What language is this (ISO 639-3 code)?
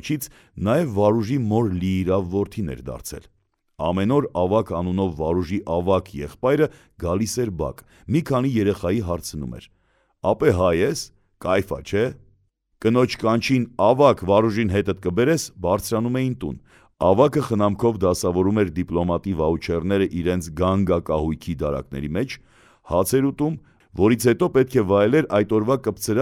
hye